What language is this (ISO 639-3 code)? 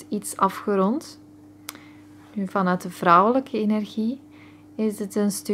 nld